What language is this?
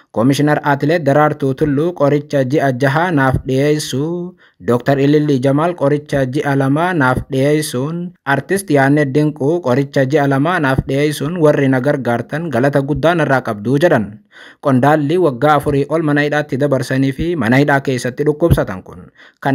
Oromo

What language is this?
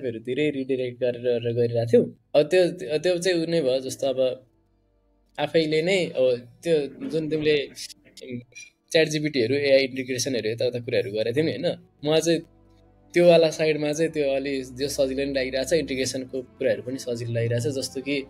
Nepali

